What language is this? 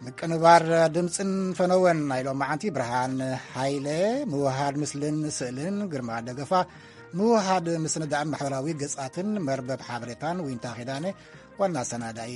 Tigrinya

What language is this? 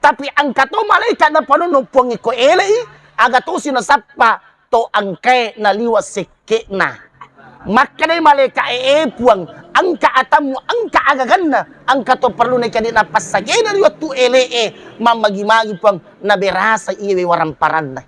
Buginese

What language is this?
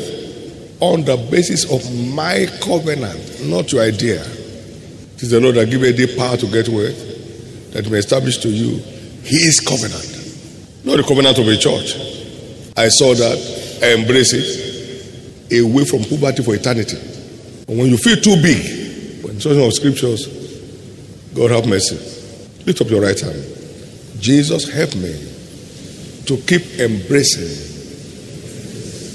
English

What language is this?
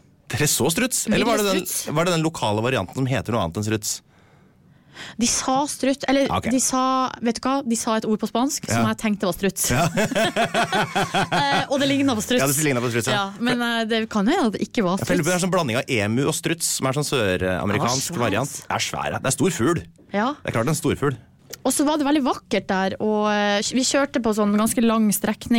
Norwegian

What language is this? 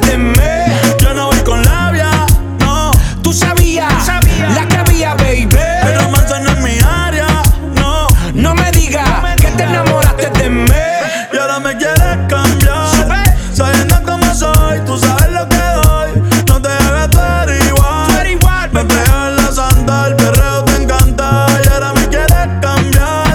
Spanish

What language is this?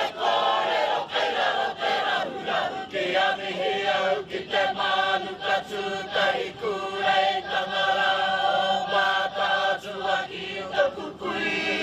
Māori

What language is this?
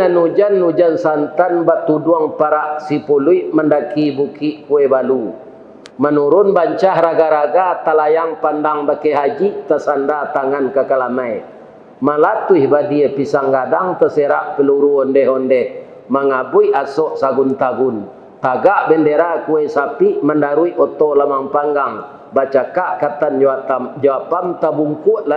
Minangkabau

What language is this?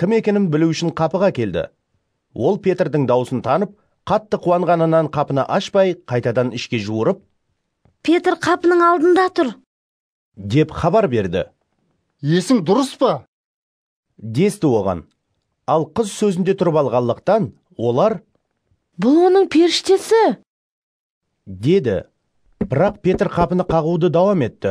Kara-Kalpak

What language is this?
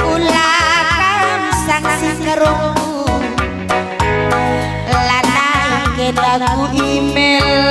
Batak Karo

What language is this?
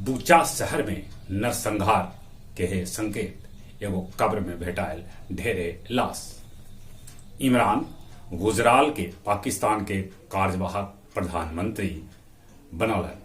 Magahi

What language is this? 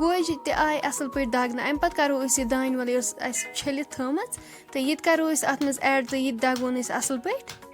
Kashmiri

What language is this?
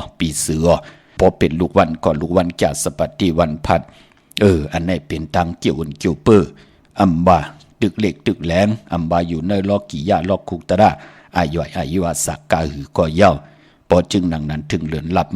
Shan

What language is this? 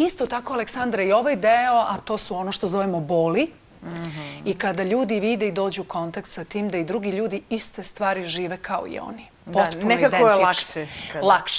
Serbian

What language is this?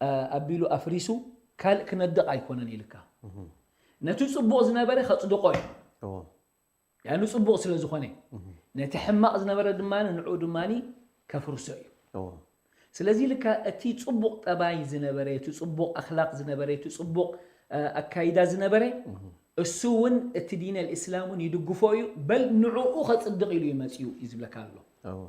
Tigrinya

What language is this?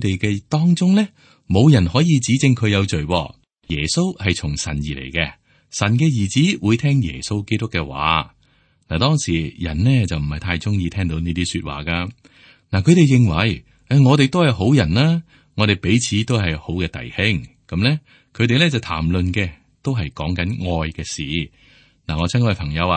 Cantonese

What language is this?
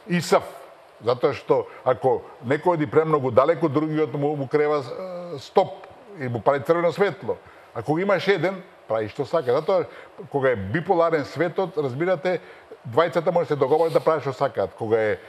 Macedonian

